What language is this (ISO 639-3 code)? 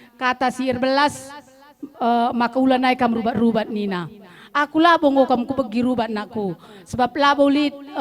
btx